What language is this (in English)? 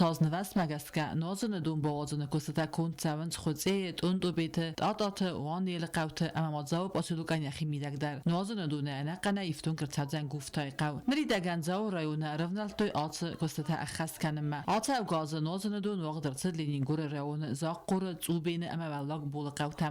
Ossetic